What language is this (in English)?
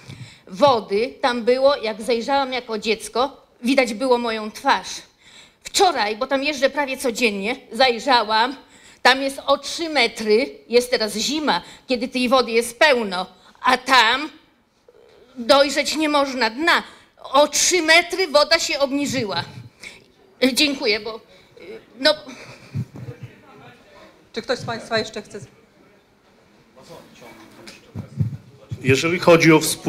Polish